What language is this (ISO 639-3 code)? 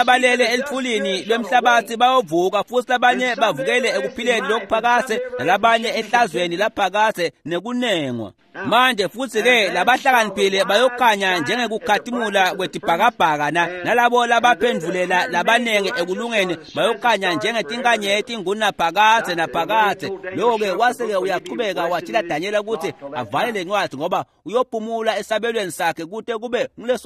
ssw